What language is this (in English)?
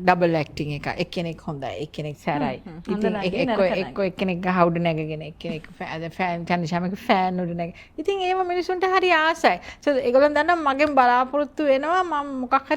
Sinhala